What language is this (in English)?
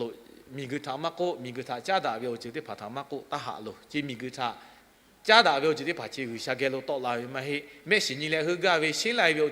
Lahu